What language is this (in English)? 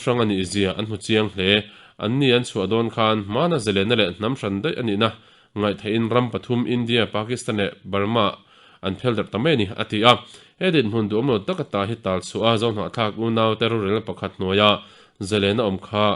Mizo